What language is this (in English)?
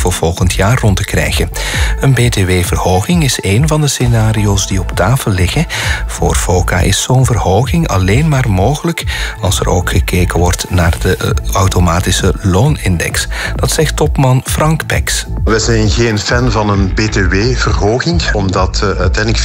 Dutch